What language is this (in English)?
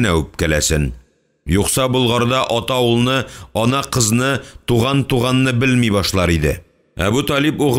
Tatar